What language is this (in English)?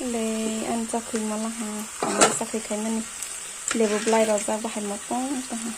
Kok Borok